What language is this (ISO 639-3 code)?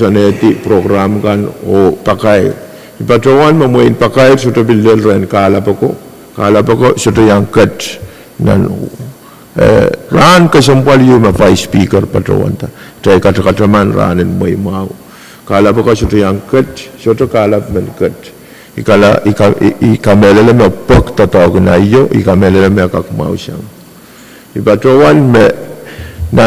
pon